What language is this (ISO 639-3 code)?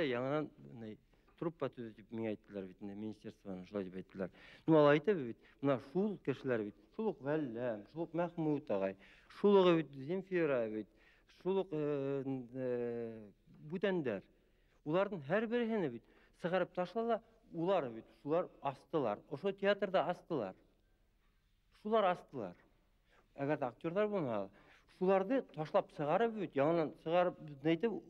bak